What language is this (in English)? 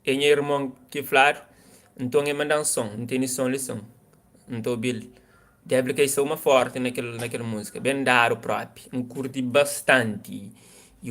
Kabuverdianu